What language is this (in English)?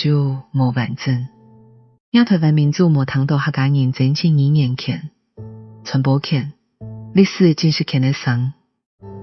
Hakka Chinese